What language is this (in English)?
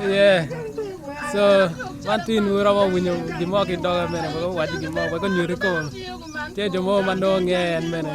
Acoli